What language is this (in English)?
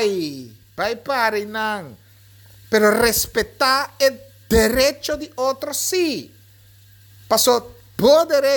Papiamento